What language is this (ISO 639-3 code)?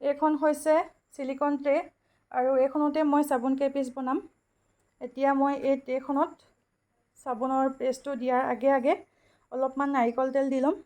asm